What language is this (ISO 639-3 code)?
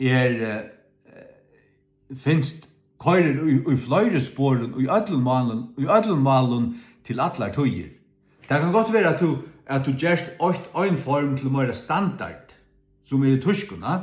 fao